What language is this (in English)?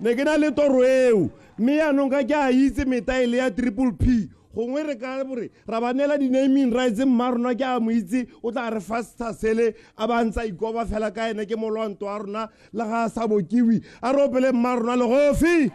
Tswana